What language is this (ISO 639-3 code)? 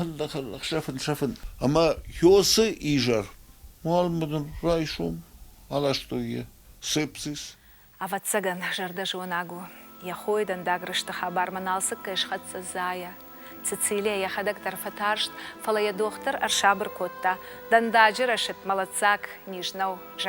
oss